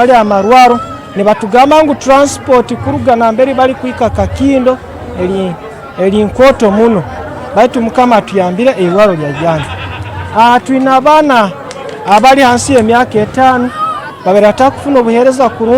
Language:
Nyankole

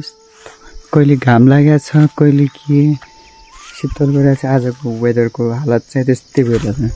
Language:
Nepali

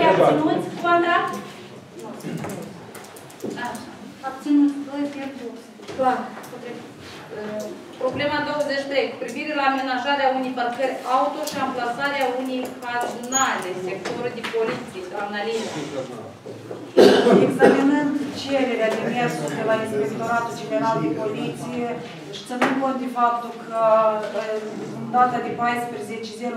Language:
Romanian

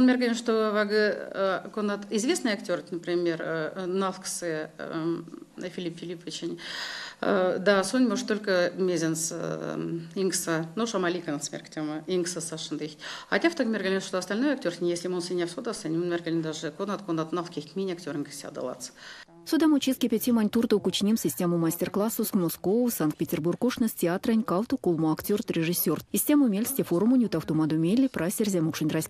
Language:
Erzya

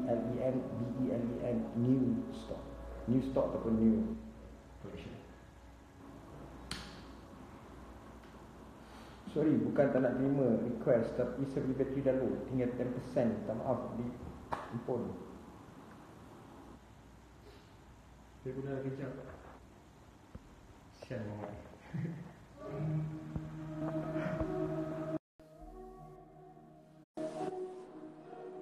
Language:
Malay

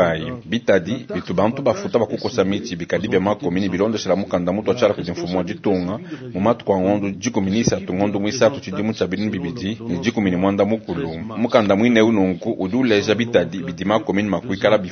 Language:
Luba-Lulua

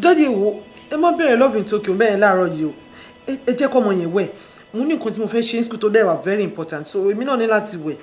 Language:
Yoruba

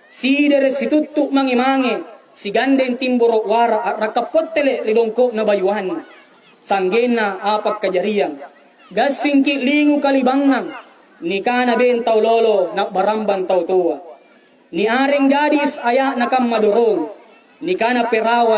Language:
Makasar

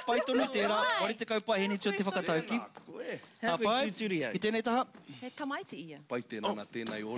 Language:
Māori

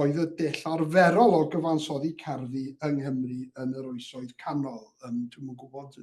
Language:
Welsh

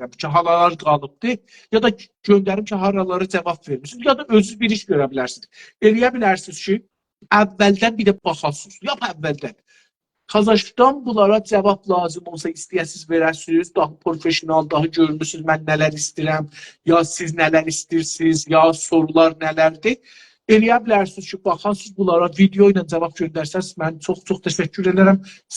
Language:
South Azerbaijani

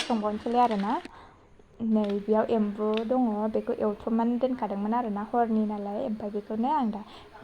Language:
Bodo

